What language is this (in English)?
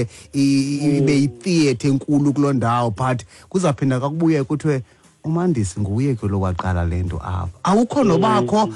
Xhosa